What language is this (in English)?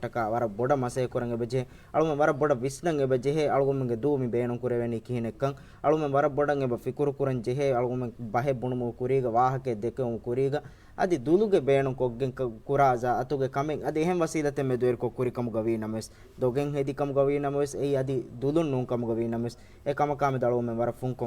Divehi